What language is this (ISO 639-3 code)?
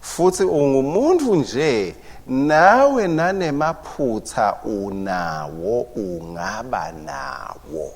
ssw